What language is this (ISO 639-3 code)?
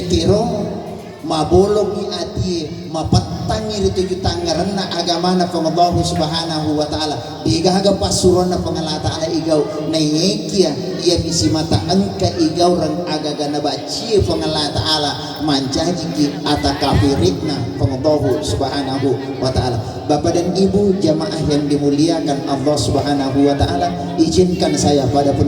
bug